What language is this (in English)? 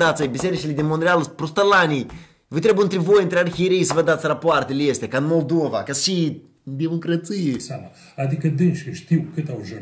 Romanian